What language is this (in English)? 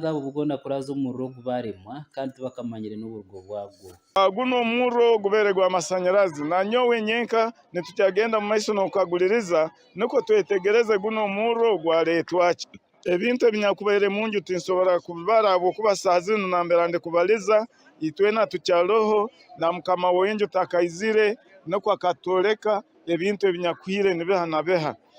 Nyankole